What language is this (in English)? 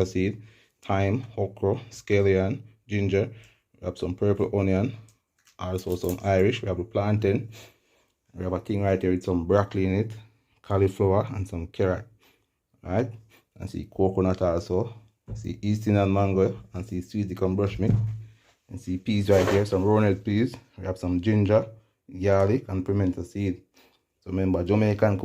Jamaican Creole English